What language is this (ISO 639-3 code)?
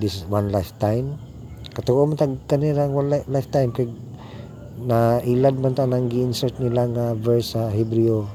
ceb